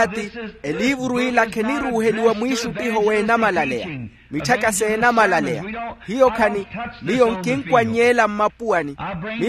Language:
Makhuwa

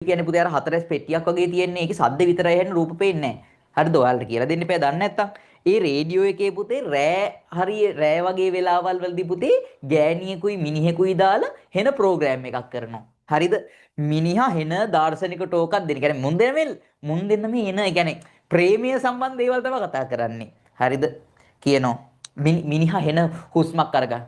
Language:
Sinhala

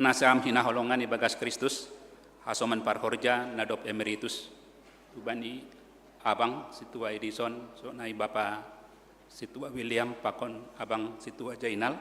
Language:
Batak Simalungun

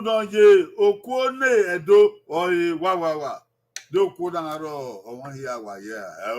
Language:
Bini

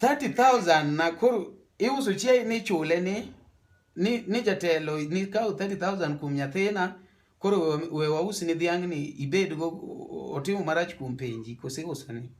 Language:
Luo (Kenya and Tanzania)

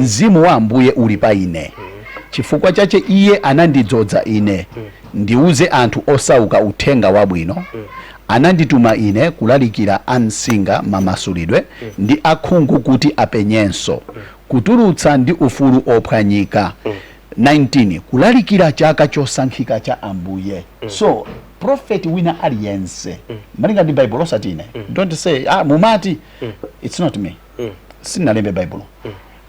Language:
Nyanja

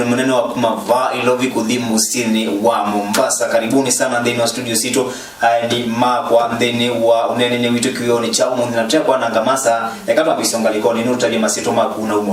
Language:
Kamba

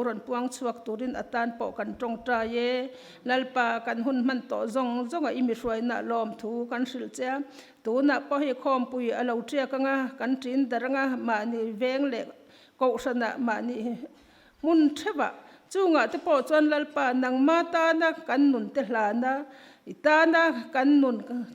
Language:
Mizo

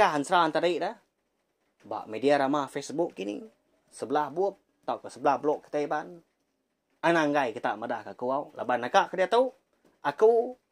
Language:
Iban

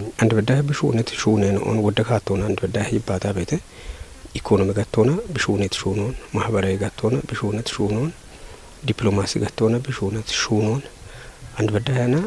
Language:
Kafa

